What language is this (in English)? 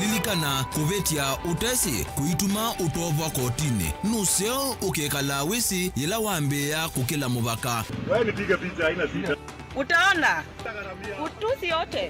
Kamba